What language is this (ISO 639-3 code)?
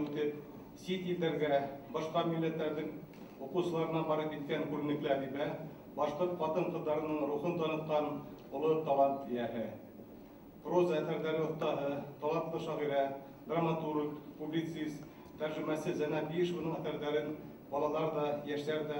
bak